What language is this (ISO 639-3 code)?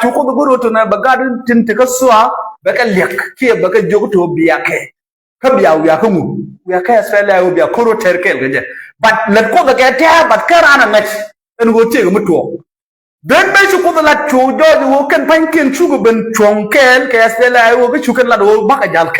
nus